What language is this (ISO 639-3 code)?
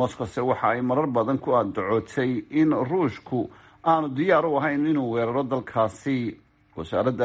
som